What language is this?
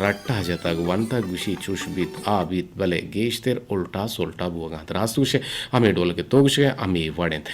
Eastern Balochi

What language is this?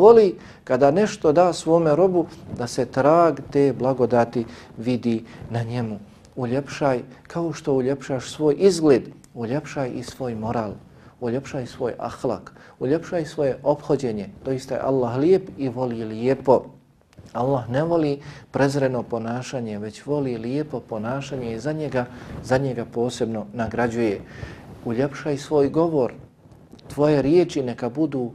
Bosnian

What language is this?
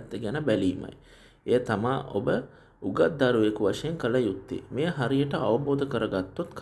Sinhala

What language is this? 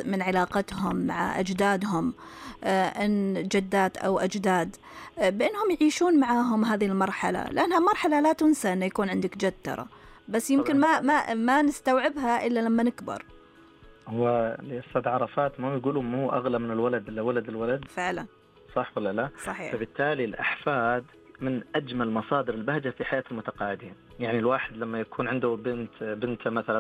Najdi Arabic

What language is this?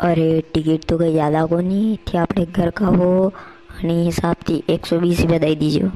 Rajasthani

